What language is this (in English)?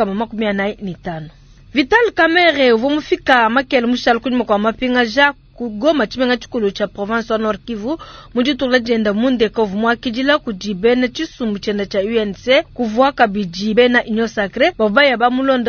Luba-Lulua